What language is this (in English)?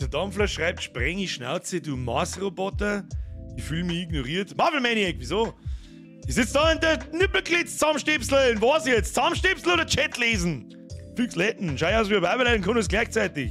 Bavarian